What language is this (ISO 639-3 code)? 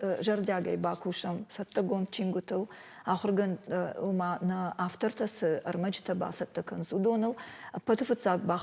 oss